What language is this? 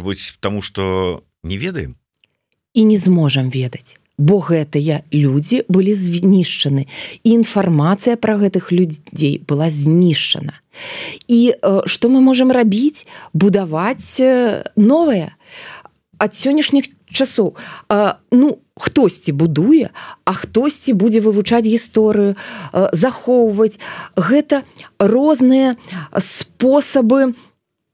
Belarusian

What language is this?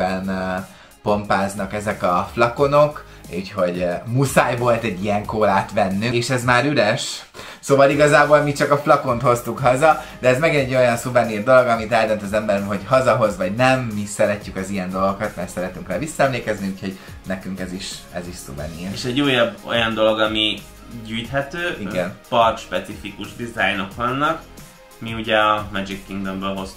Hungarian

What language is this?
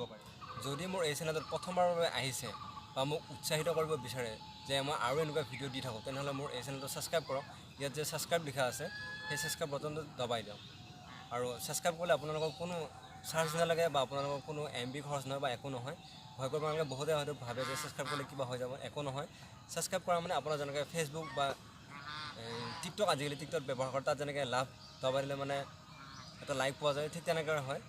Assamese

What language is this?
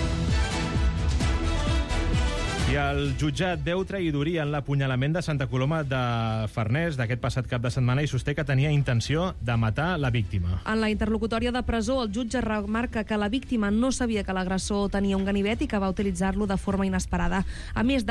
Catalan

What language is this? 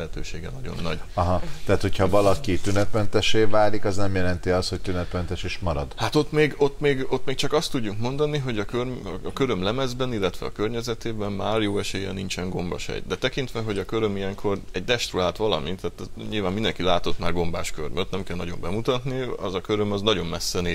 Hungarian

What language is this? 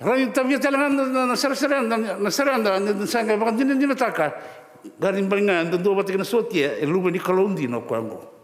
Fijian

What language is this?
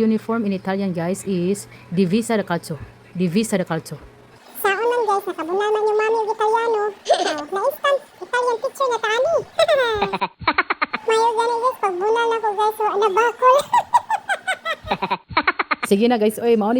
Cebuano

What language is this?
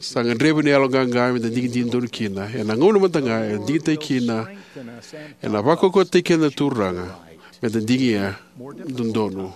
Fijian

